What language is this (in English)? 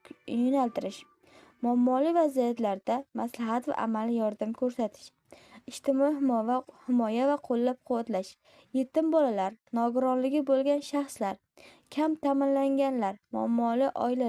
Uzbek